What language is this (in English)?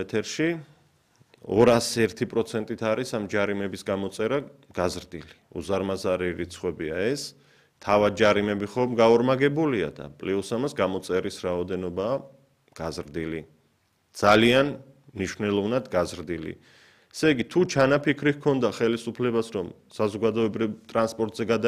Georgian